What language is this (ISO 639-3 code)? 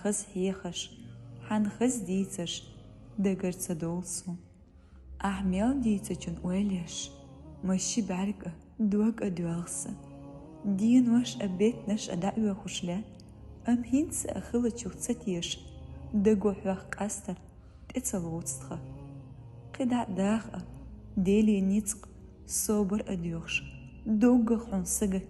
che